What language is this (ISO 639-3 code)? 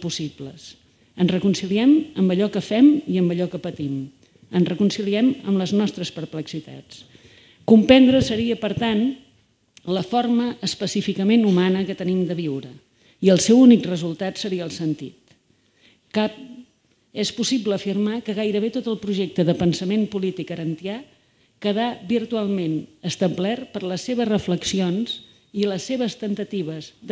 cat